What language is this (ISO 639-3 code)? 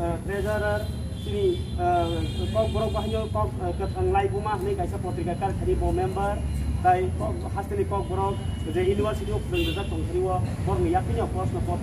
trp